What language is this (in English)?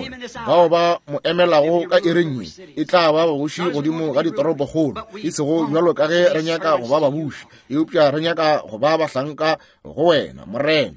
Northern Sotho